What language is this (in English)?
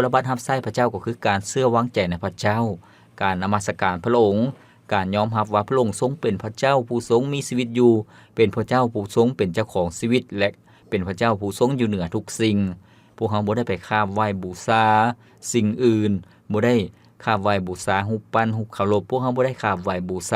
Lao